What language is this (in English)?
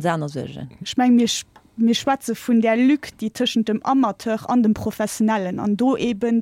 Luxembourgish